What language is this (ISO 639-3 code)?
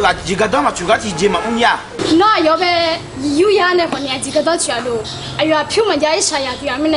ahk